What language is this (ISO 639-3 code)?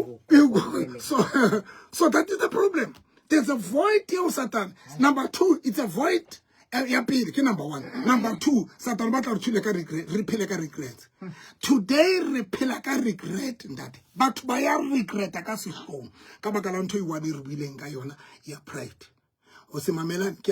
sot